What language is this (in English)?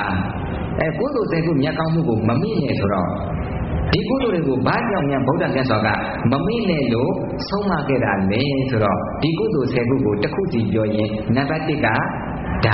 Burmese